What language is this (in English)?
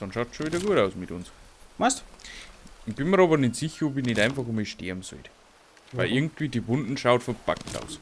Bavarian